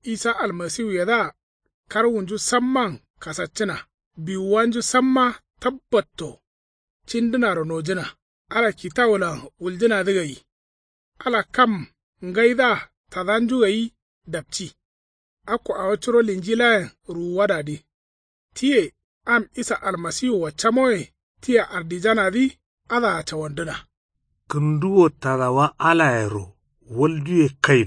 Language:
Kanuri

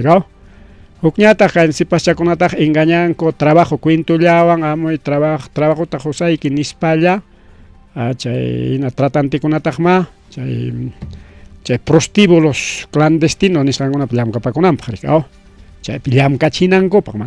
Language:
Ayacucho Quechua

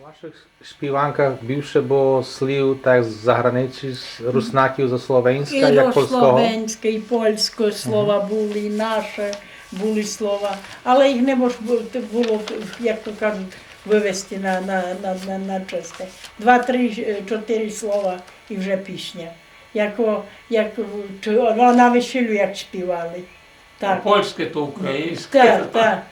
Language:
Rusyn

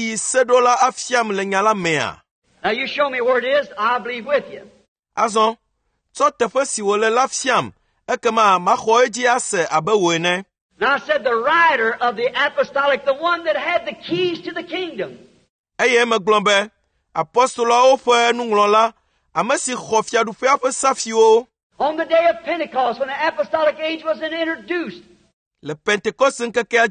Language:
Ewe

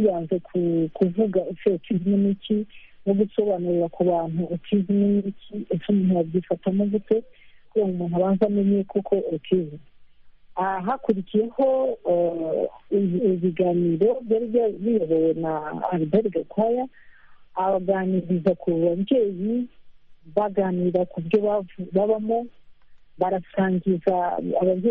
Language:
Kinyarwanda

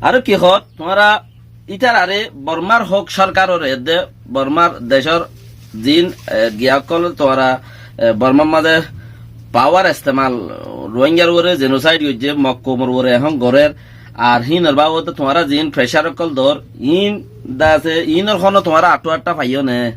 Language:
Rohingya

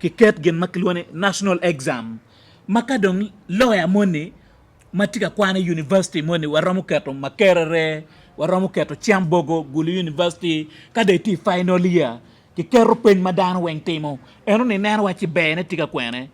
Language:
Acoli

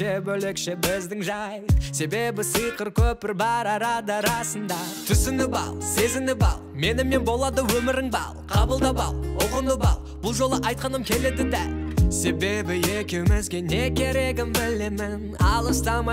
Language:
Kazakh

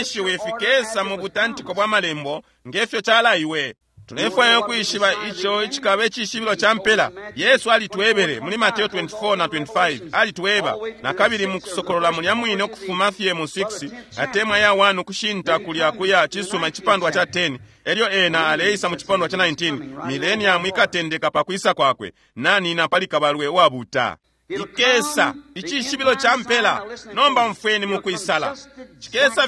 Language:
Bemba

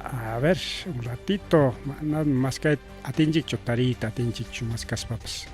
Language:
Ayacucho Quechua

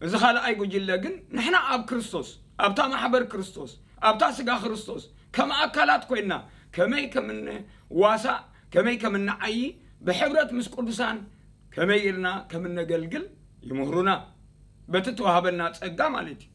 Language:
Tigrinya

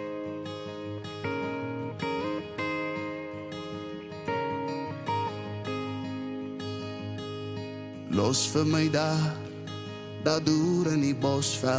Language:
Afrikaans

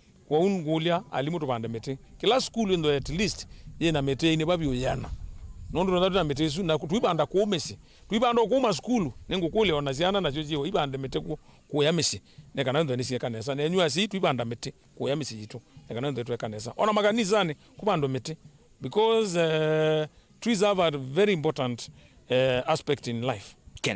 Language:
Kamba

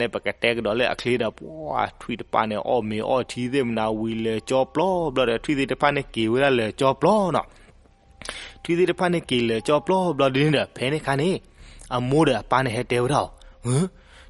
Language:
S'gaw Karen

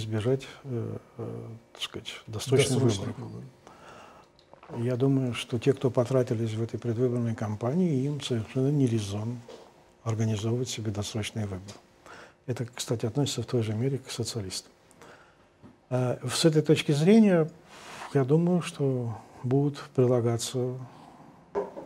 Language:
Russian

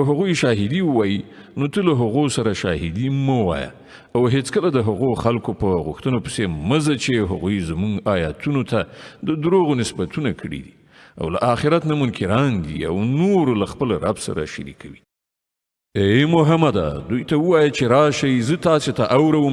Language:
Pashto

